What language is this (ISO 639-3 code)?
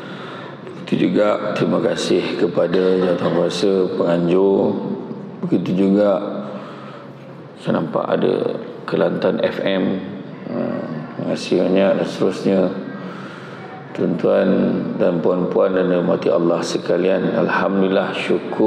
msa